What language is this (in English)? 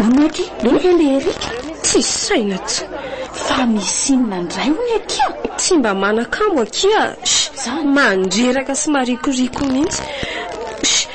Malagasy